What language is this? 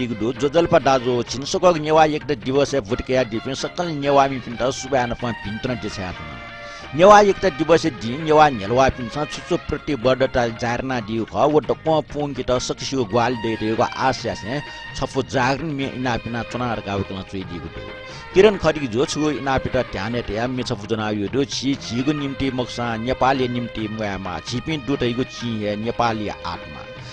Newari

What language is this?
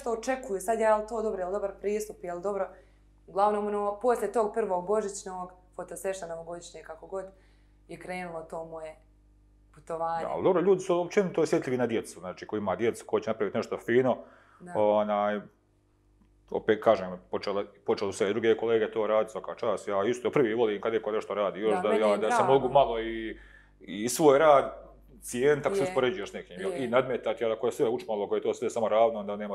Bosnian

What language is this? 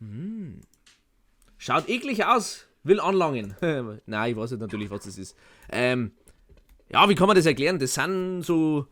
Bavarian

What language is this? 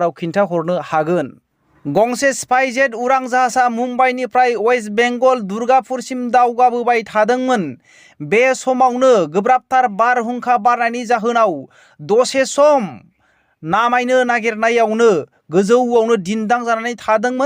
Bodo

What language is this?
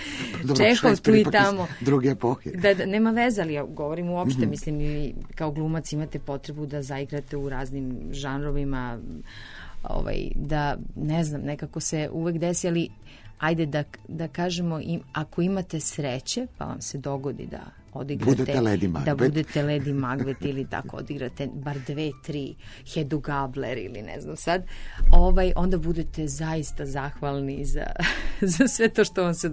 Serbian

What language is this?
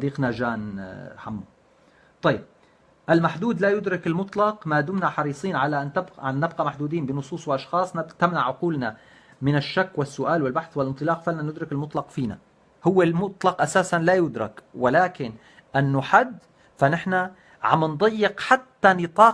North Levantine Arabic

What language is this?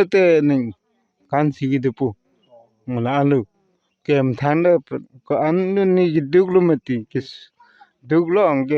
Karbi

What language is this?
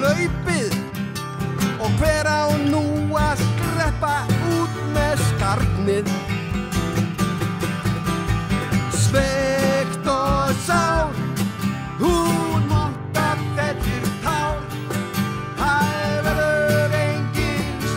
Icelandic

